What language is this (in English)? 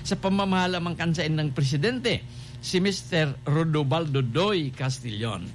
Bikol